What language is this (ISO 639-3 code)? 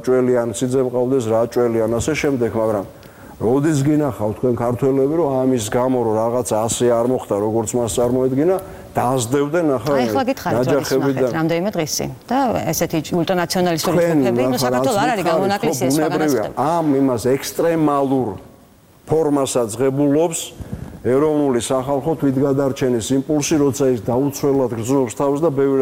kat